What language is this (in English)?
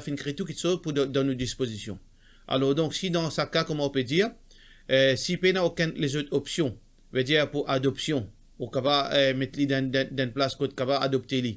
Morisyen